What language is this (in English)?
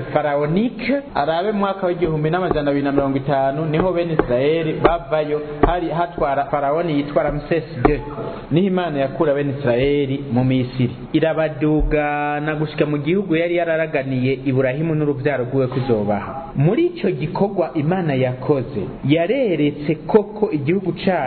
Rundi